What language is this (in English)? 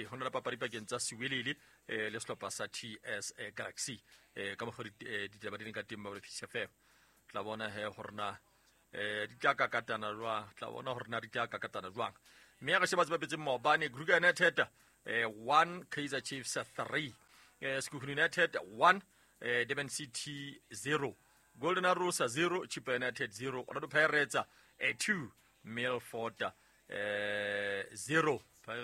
Southern Sotho